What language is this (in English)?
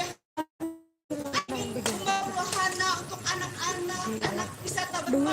Banjar